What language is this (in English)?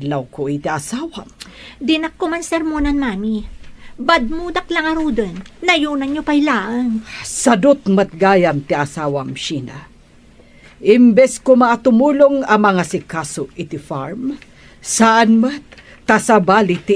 Iloko